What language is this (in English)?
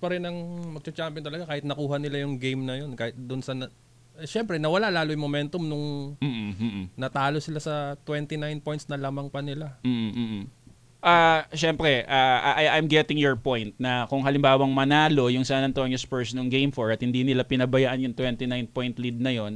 Filipino